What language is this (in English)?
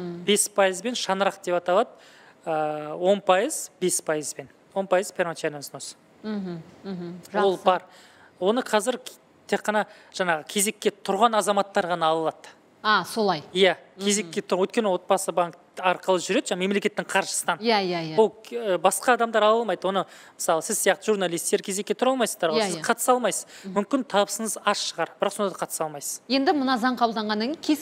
Kazakh